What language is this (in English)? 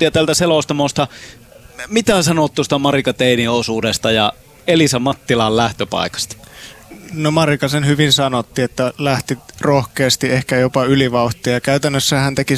Finnish